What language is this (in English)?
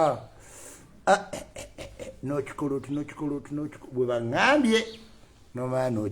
Ganda